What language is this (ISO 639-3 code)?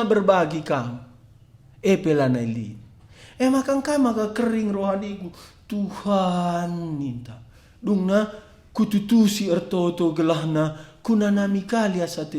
btx